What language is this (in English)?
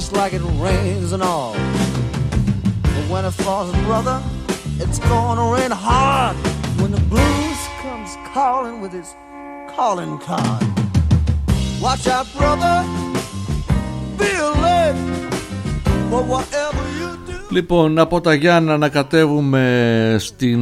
Greek